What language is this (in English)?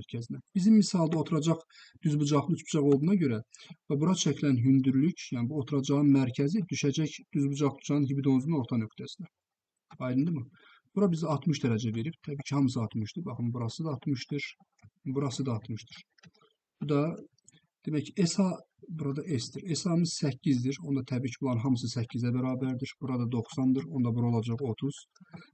Azerbaijani